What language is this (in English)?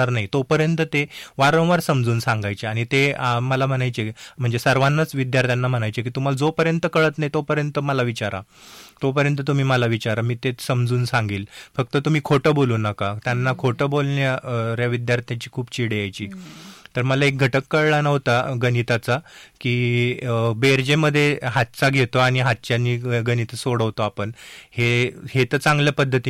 Marathi